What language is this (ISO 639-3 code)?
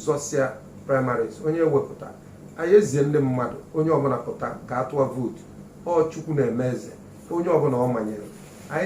ibo